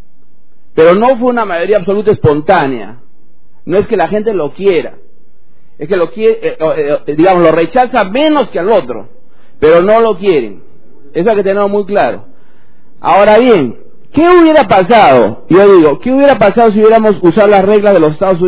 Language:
Spanish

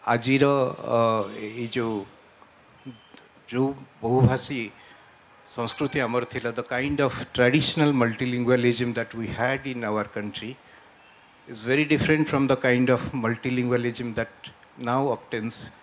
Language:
Odia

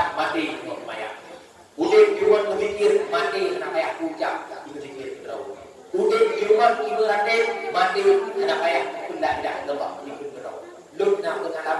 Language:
Achinese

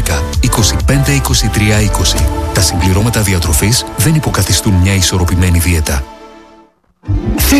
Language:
Greek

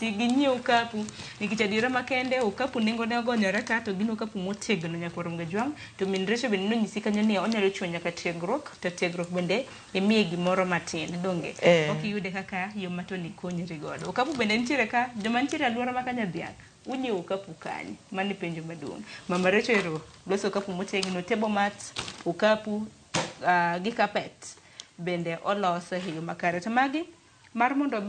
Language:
Luo (Kenya and Tanzania)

